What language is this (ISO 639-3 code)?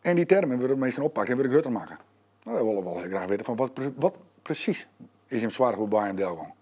fry